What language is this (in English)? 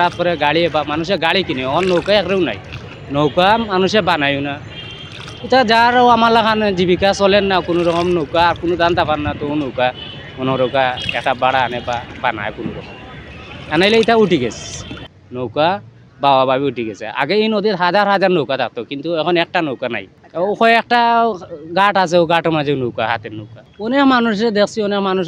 Sylheti